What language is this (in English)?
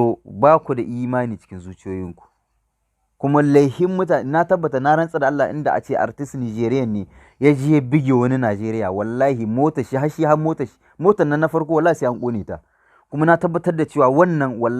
Hausa